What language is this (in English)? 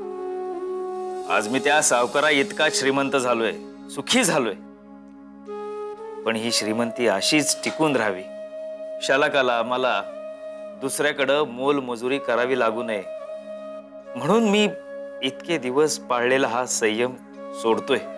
Marathi